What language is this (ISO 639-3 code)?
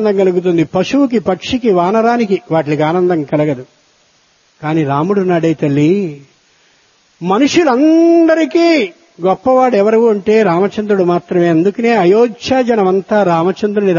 tel